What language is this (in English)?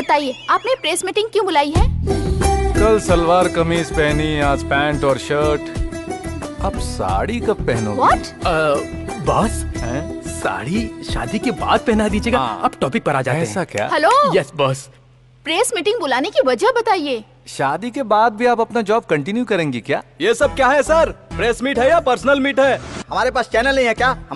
Hindi